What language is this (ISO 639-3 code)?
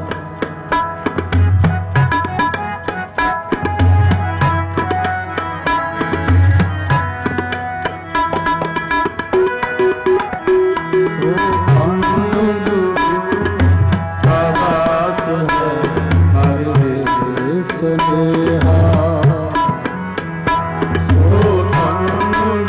pan